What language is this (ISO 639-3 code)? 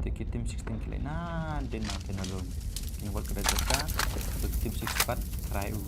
kha